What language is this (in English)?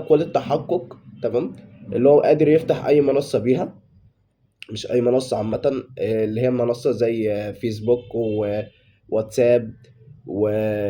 Egyptian Arabic